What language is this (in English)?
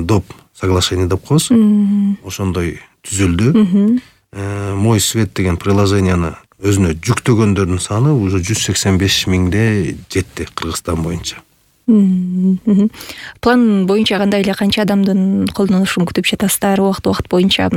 Kyrgyz